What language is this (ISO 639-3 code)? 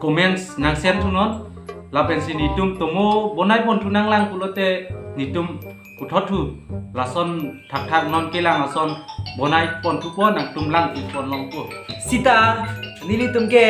mjw